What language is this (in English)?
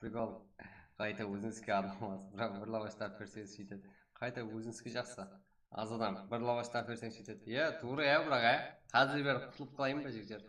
Kara-Kalpak